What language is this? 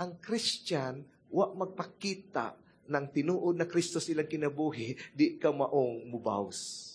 Cebuano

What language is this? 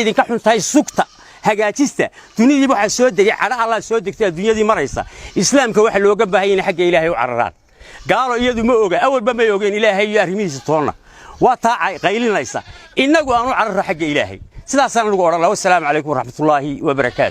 Somali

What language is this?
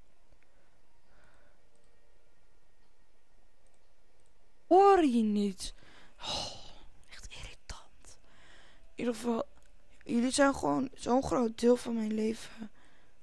Dutch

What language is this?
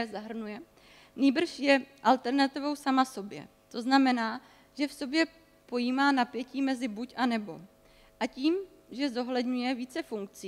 Czech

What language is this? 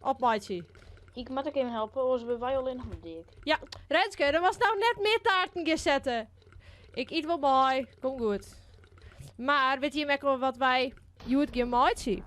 Western Frisian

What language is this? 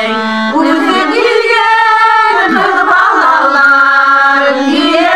Bashkir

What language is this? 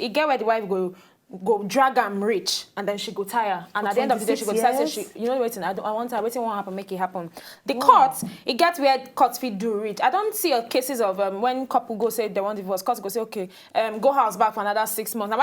Nigerian Pidgin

